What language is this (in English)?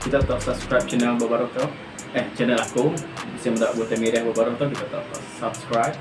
Iban